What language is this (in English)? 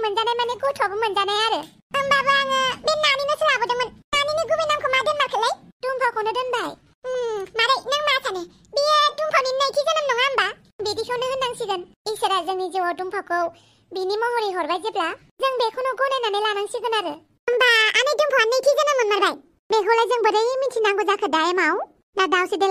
Bodo